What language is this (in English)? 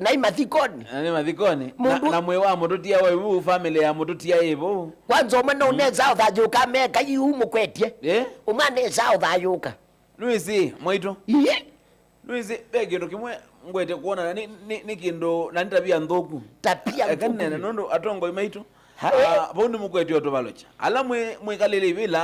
Kamba